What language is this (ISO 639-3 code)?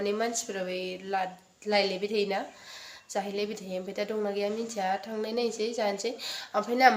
brx